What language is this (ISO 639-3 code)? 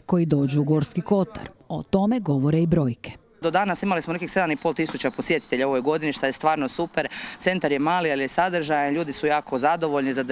hrv